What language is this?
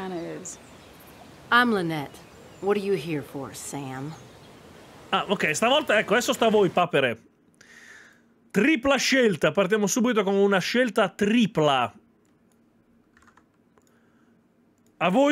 Italian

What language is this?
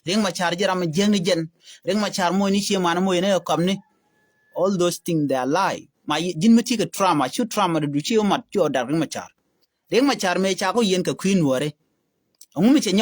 Nuer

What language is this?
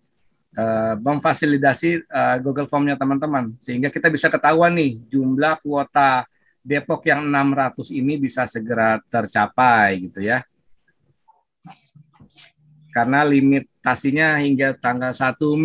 Indonesian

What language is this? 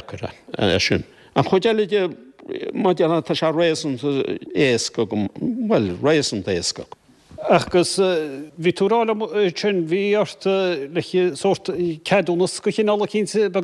Irish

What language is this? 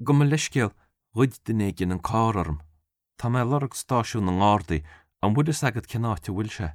Irish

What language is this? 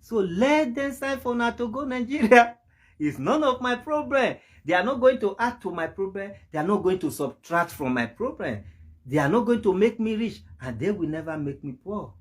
Nigerian Pidgin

